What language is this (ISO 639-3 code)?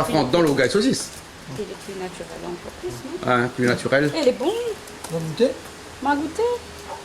rcf